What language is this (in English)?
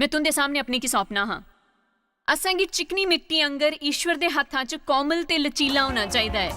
Dogri